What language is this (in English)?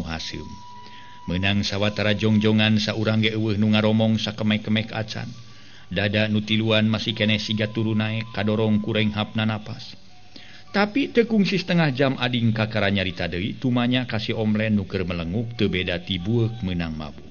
Sundanese